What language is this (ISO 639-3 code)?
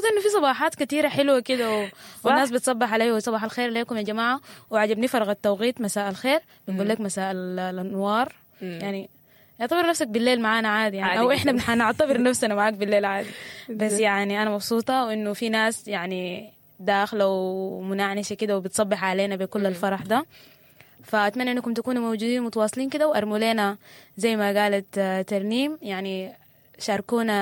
apd